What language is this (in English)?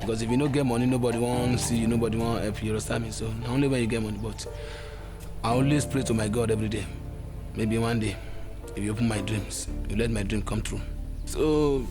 Nigerian Pidgin